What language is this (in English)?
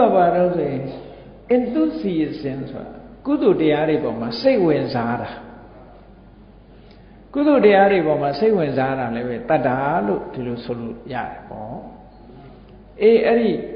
Burmese